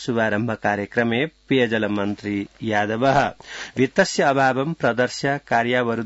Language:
Sanskrit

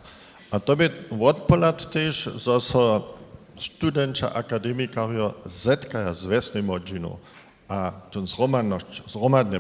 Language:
Upper Sorbian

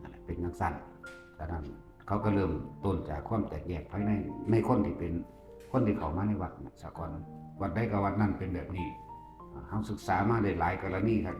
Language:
Northeastern Thai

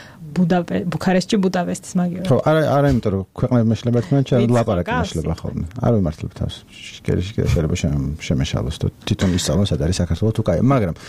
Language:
Georgian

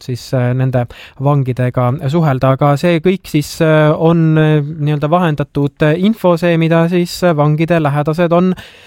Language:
Estonian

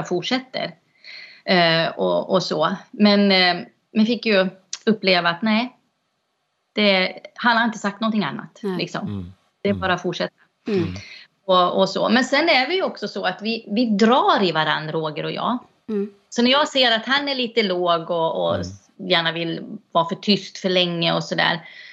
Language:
Swedish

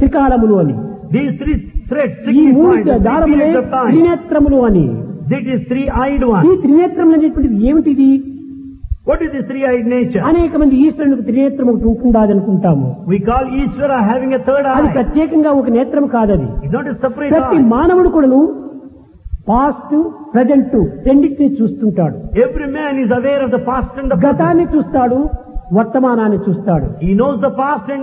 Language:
Telugu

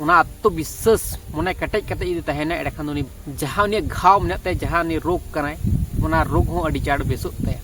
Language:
Santali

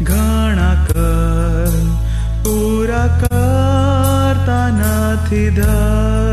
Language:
Gujarati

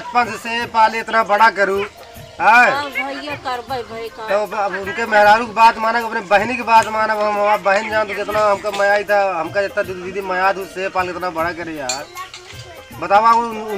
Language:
Awadhi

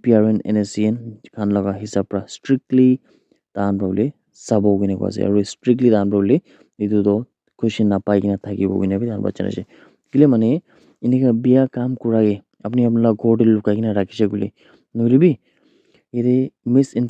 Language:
Naga Pidgin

